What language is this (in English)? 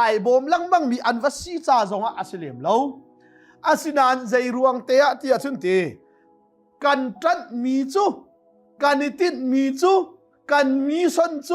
Hakha Chin